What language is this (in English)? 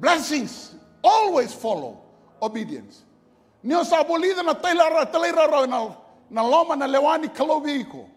Fijian